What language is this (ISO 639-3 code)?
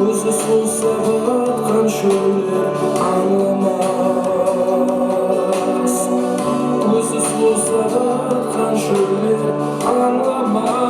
kaa